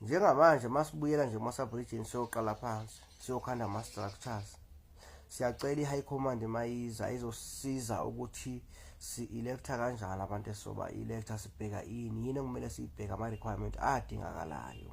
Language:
Zulu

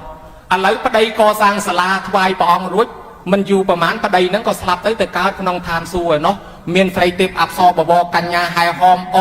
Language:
Khmer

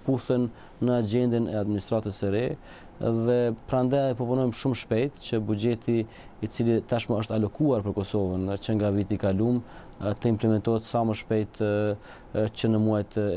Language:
Albanian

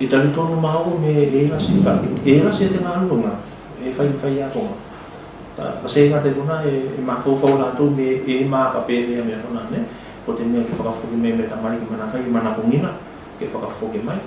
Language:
Tuvalu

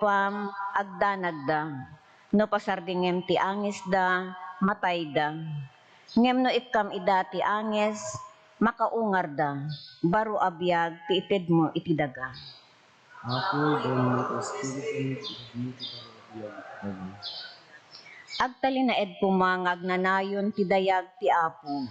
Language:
Iloko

